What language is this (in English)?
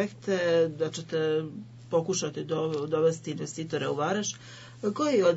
Bosnian